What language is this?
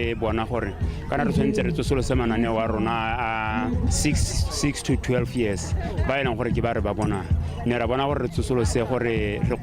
Tswana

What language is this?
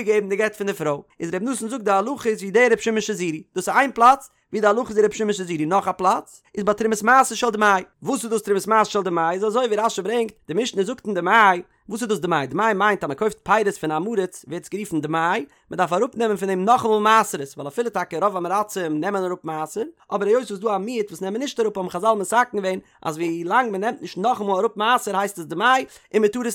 Yiddish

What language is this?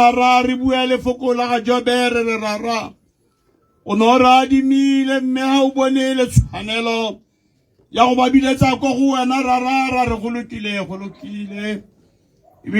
Tswana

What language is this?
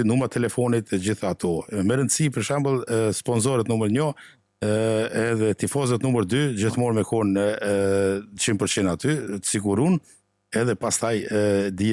Albanian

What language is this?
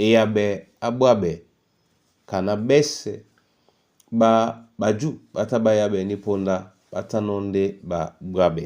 Duala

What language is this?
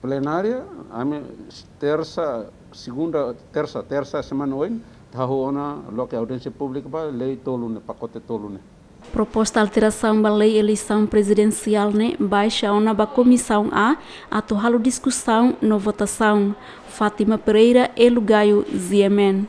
Tetum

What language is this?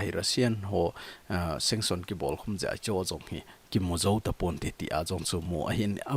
Thado Chin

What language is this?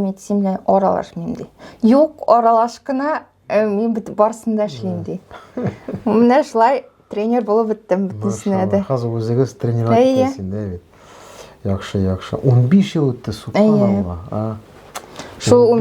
Tatar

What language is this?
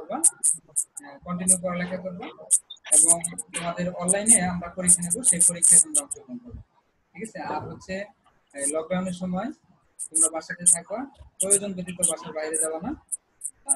Bangla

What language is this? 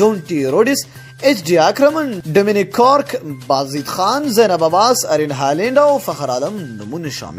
Pashto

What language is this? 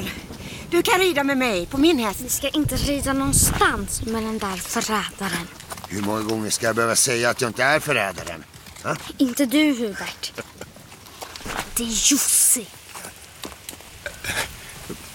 Swedish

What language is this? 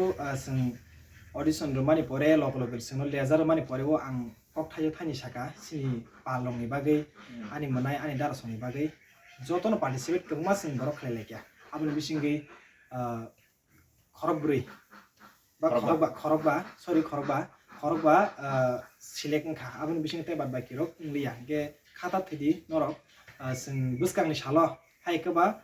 Kok Borok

